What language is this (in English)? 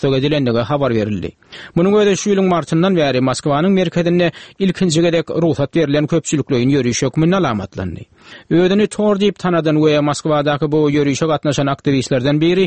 Turkmen